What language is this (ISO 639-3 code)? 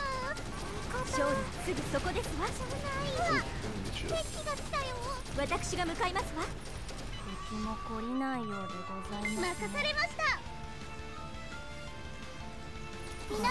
jpn